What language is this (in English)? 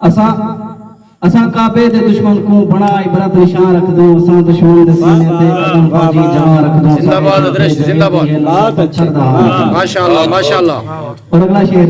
Saraiki